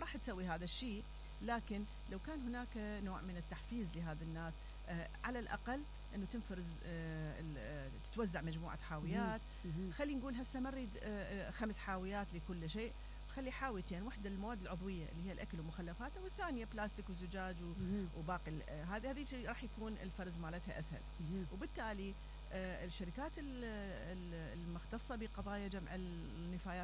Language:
Mesopotamian Arabic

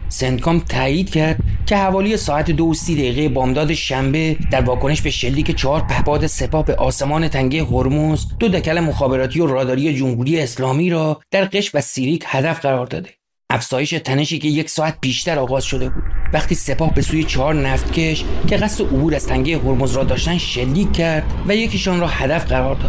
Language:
Persian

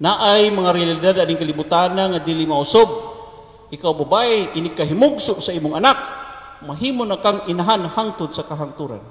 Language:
Cebuano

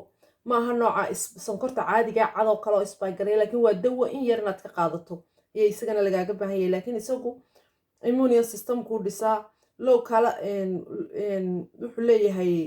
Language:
Somali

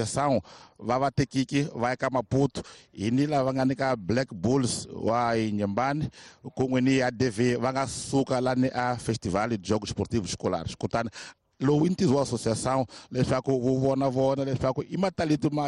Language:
Tsonga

